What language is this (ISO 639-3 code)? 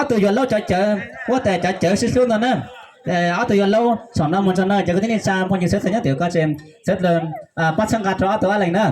hmn